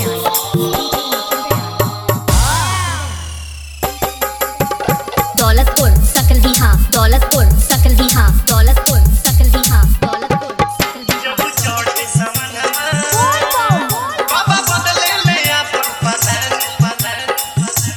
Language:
Bhojpuri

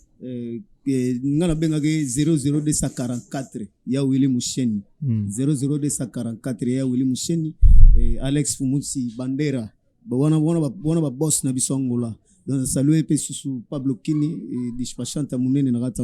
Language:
Lingala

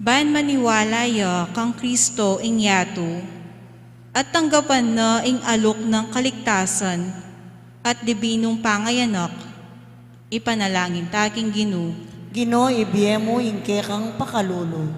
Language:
Pampanga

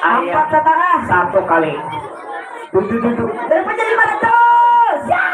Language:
Banjar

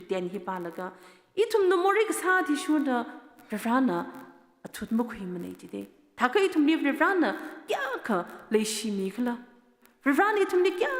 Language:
Tangkhul Naga (India)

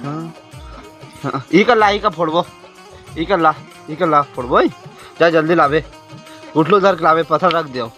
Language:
Chhattisgarhi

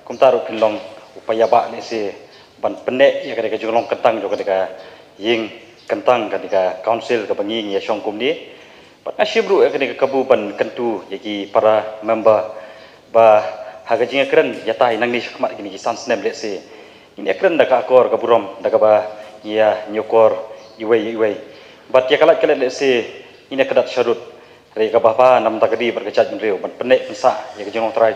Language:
Khasi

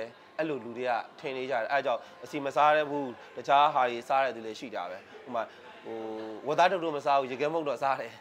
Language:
Burmese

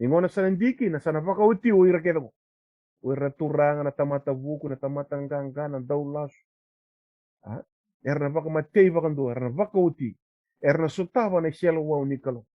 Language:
Fijian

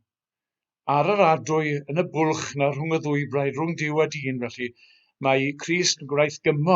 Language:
Welsh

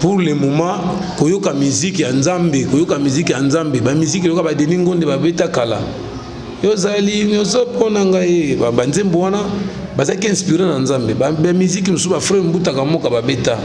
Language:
Lingala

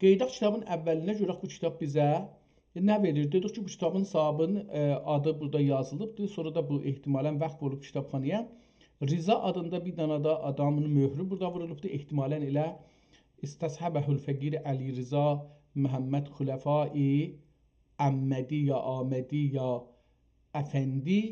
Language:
South Azerbaijani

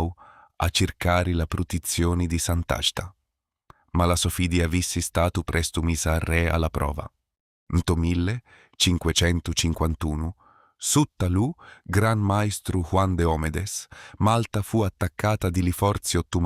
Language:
Sicilian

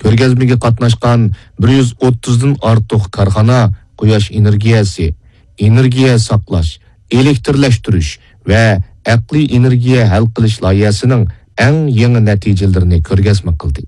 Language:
Uyghur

